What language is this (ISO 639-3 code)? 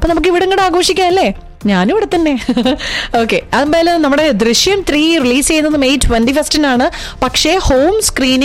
mal